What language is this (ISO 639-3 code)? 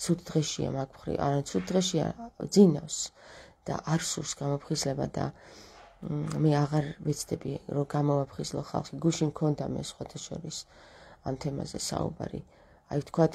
kat